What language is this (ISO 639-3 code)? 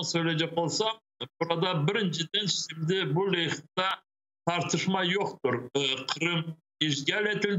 crh